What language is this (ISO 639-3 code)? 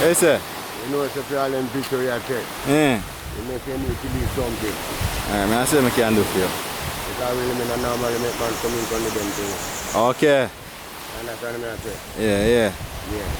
jam